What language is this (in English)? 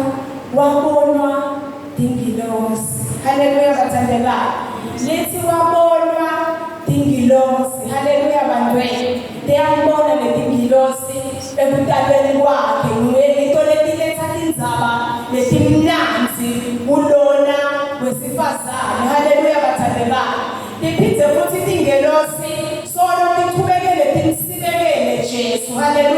Zulu